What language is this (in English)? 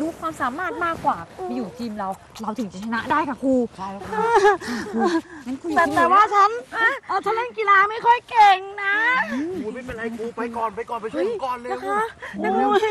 Thai